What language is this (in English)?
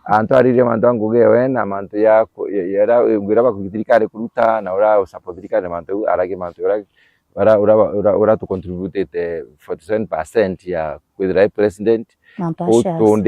Meru